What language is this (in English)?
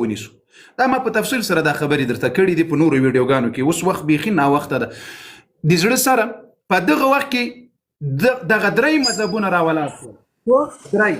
Pashto